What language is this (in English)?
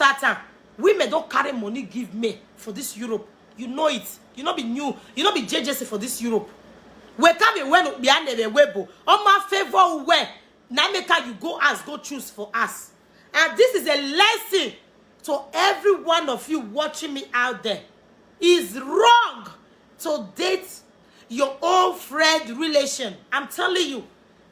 Nigerian Pidgin